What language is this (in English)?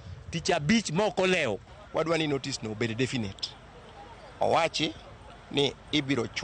Luo (Kenya and Tanzania)